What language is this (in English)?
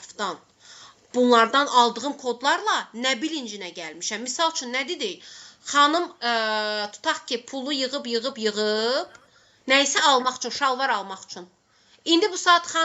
Azerbaijani